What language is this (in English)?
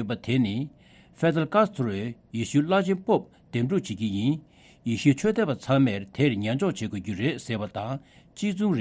Tibetan